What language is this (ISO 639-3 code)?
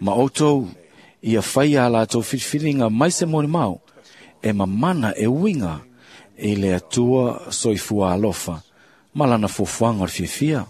smo